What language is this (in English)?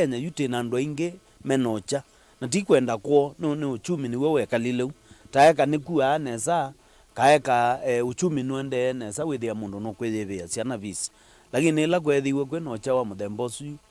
Kamba